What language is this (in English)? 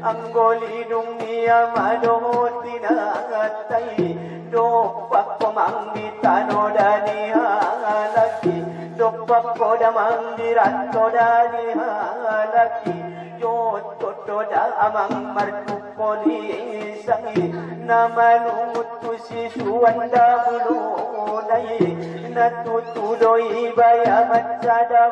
Batak Angkola